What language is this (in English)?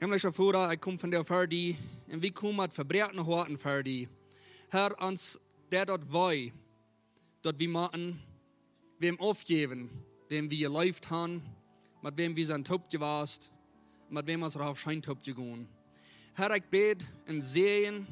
Plautdietsch